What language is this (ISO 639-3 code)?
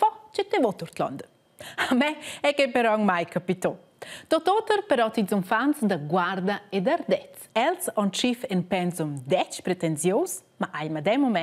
roh